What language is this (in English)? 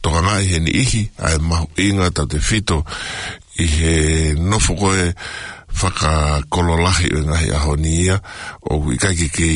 Tongan